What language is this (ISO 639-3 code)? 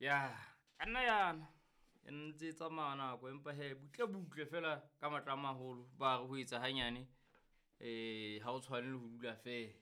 sot